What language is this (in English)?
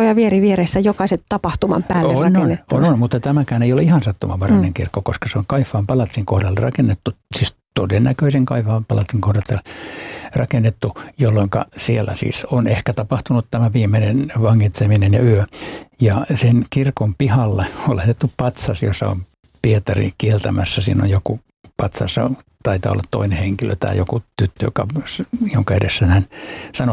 Finnish